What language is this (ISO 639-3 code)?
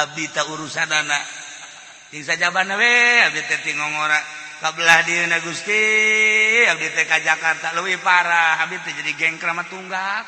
sun